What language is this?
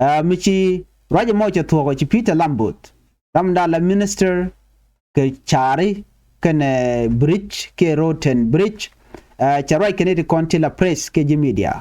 Nuer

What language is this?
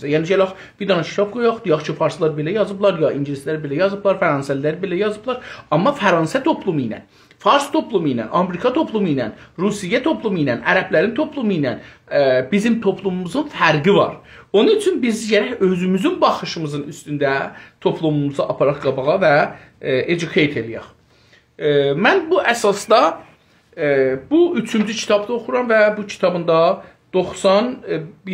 South Azerbaijani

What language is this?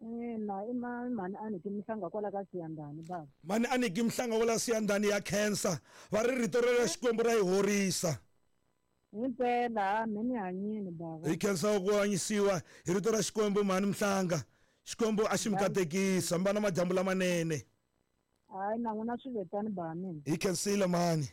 Tsonga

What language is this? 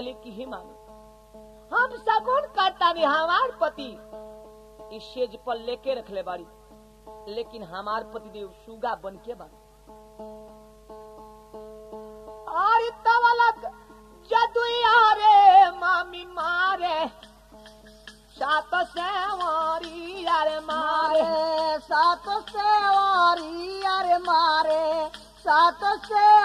Bhojpuri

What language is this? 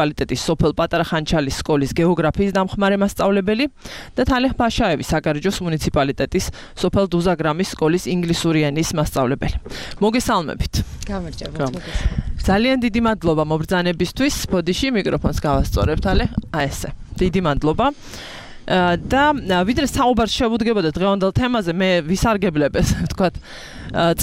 Georgian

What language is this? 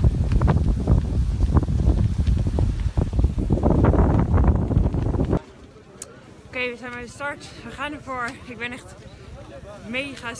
Dutch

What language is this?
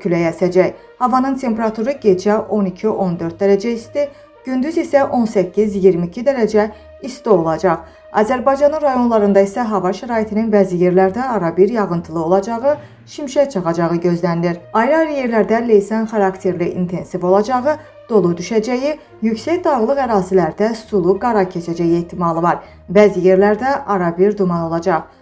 Azerbaijani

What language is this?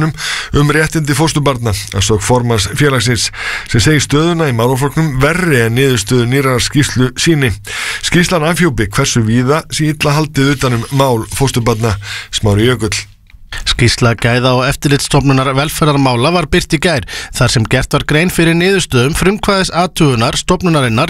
Icelandic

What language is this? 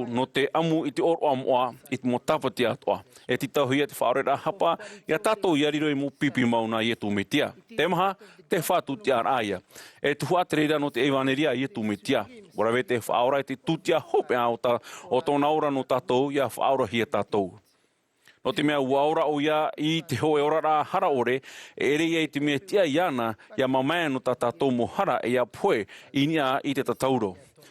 Tahitian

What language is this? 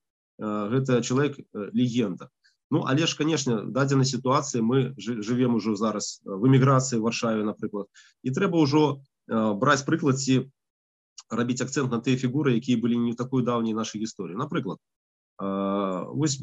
Belarusian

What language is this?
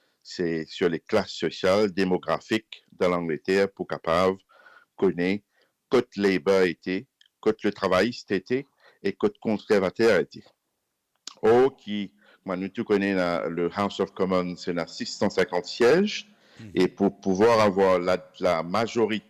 Morisyen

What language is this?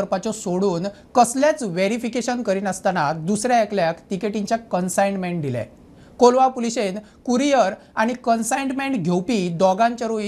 Konkani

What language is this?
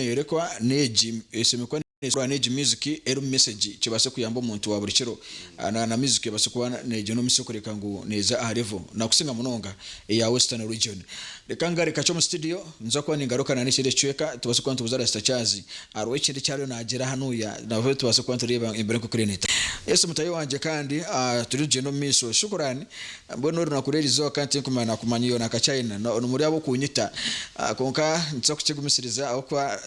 Nyankole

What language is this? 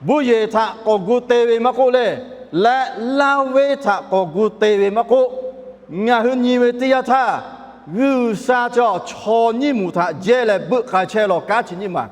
Lahu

